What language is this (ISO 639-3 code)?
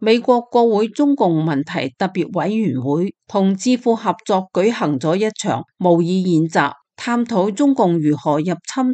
yue